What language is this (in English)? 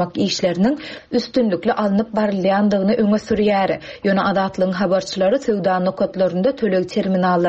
Turkmen